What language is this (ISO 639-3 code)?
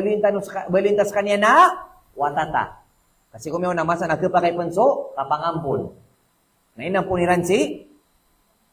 mrw